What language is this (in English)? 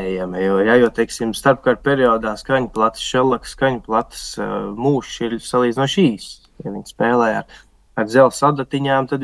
Latvian